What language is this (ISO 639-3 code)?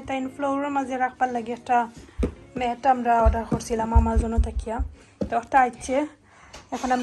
syl